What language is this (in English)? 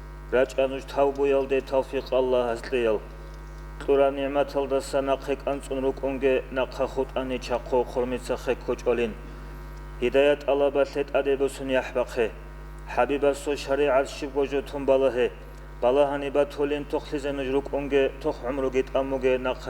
Avaric